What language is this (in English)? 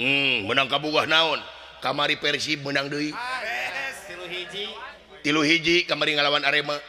Sundanese